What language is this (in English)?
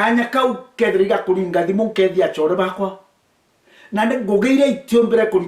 Meru